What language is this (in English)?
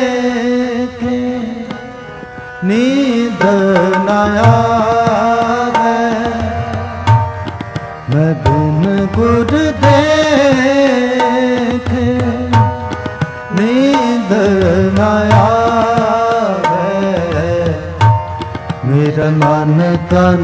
Hindi